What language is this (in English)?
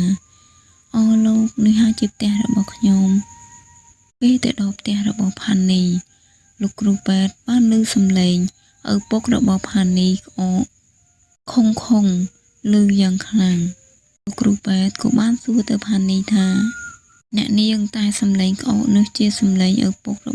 Khmer